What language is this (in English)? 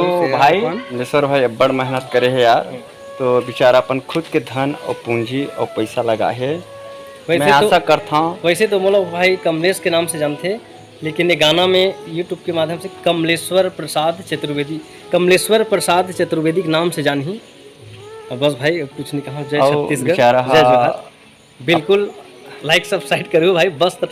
Chhattisgarhi